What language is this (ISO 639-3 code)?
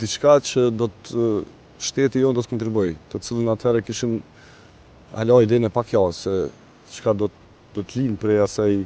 sqi